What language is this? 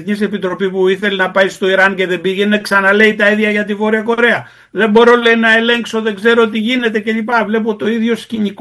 Greek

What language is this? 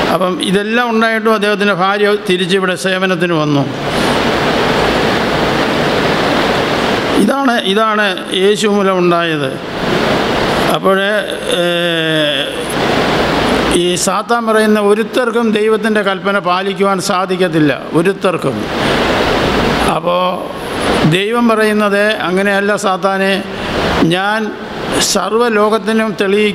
Malayalam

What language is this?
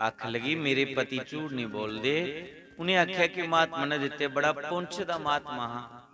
Dogri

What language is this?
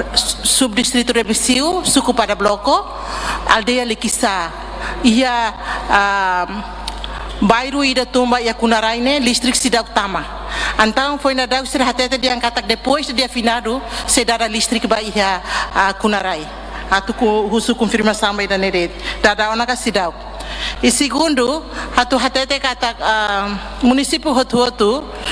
Tetum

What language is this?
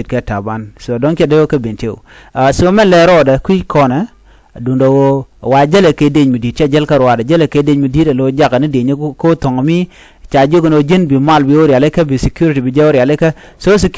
Nuer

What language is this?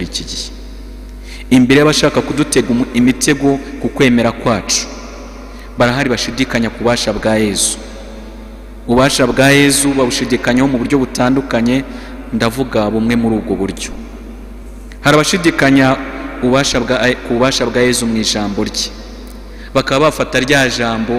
Kinyarwanda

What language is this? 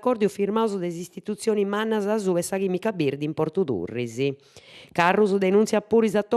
Sardinian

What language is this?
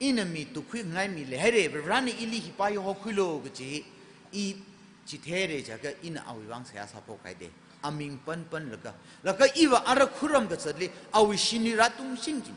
Tangkhul Naga (India)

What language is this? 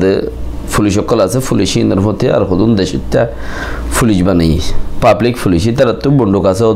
Rohingya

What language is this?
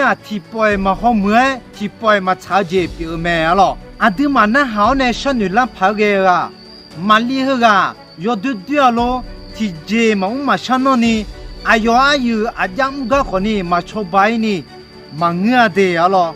Akha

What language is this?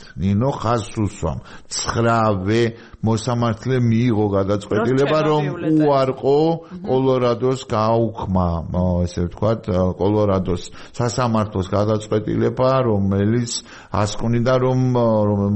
Georgian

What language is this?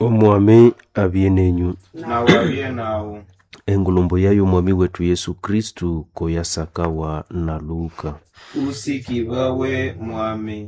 Nande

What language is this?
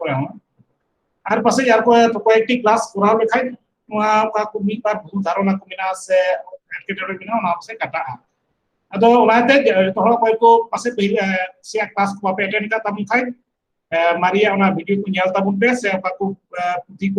Santali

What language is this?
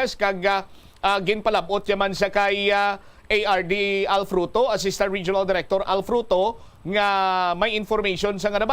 Hiligaynon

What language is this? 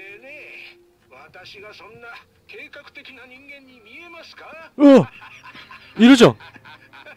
Japanese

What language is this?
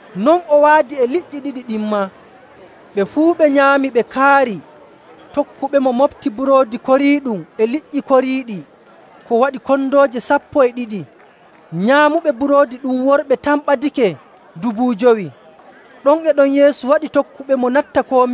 Nigerian Fulfulde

